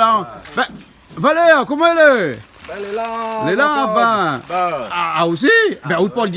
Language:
Réunion Creole French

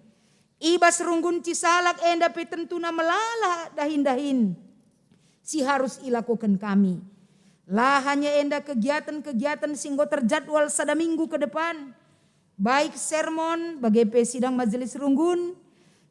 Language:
Batak Karo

